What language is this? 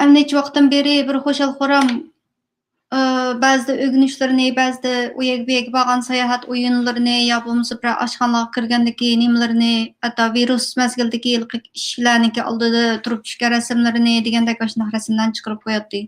Uyghur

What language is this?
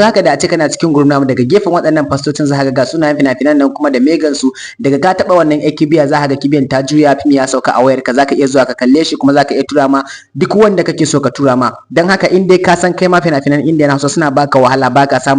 Hausa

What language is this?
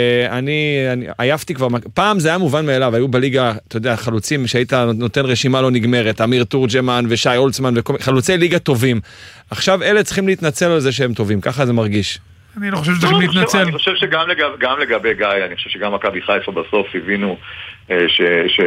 Hebrew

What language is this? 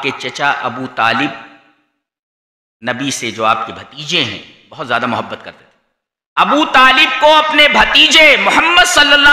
Urdu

